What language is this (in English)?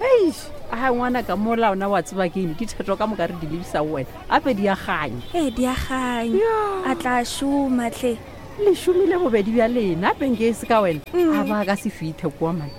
Northern Sotho